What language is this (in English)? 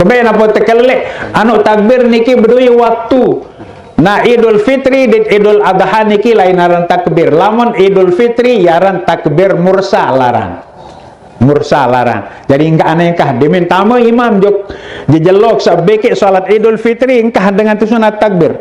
Sasak